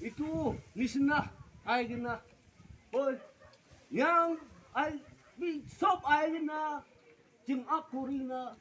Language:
Naga Pidgin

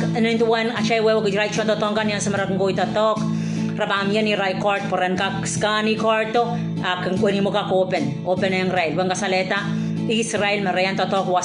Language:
Pohnpeian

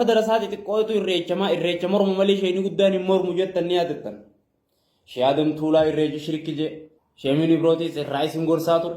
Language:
Oromo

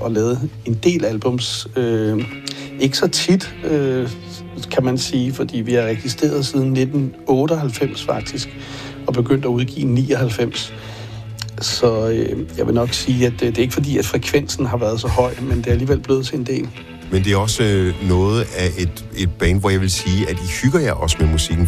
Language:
Danish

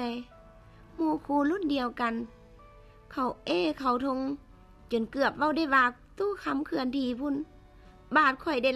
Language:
Lao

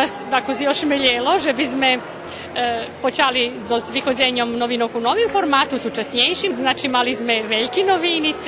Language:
Rusyn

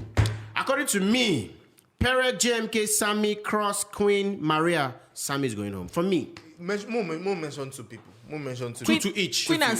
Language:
Nigerian Pidgin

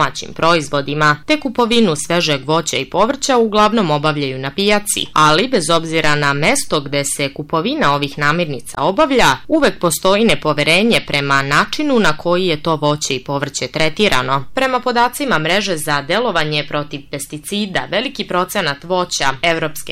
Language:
Serbian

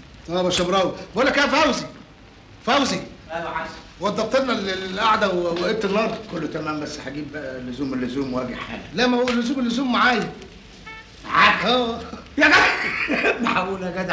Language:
Egyptian Arabic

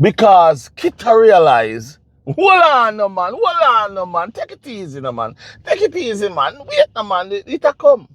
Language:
Jamaican Creole English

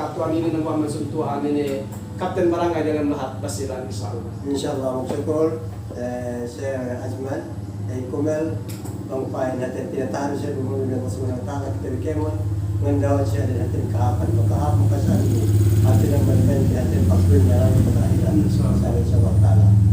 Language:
Yakan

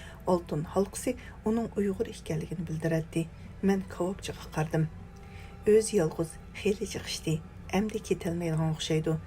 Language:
Uyghur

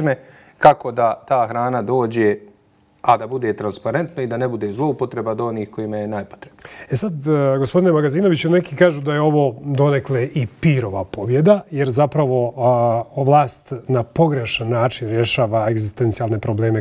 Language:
Bosnian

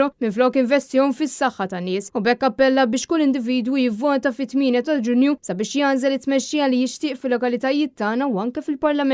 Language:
Maltese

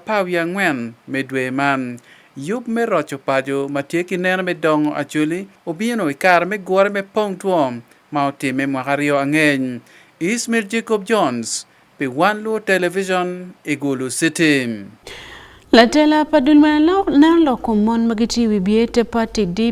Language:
Acoli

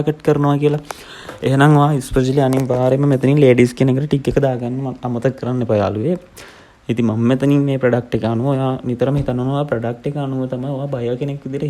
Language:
Sinhala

